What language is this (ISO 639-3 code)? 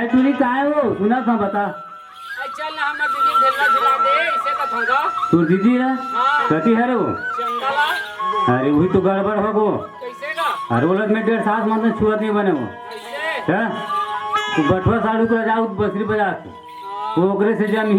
hne